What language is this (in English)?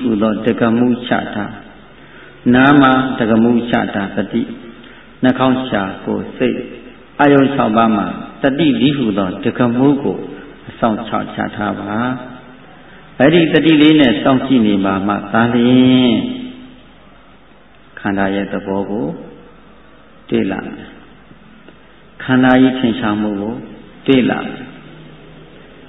Burmese